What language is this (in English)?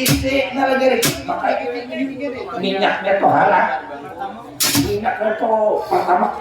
Banjar